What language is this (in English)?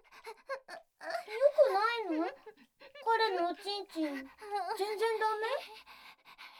Japanese